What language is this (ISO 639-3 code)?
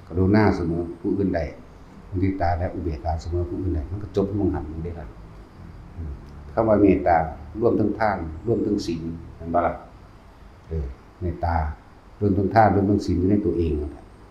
tts